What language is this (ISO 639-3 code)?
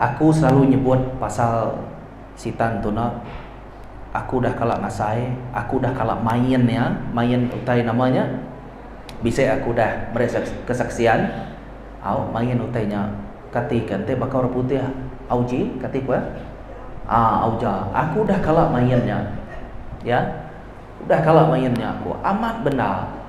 iba